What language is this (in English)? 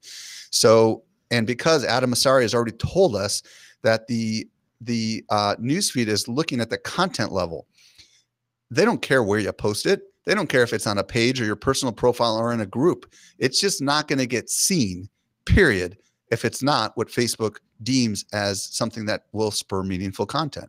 English